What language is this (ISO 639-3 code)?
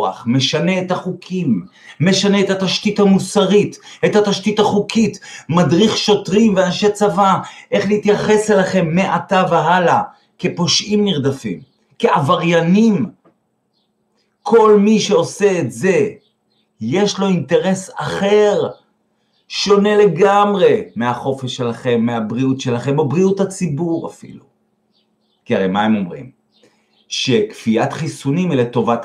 heb